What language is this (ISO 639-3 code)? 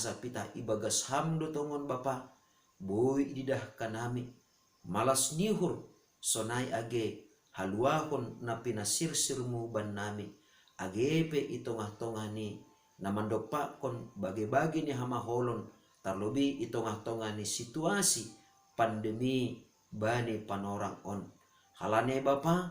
bts